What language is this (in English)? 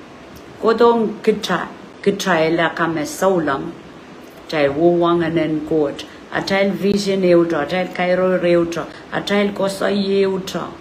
Pohnpeian